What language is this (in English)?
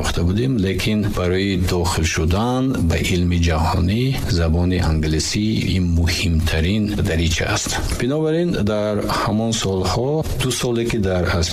Tajik